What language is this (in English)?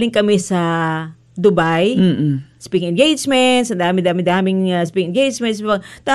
Filipino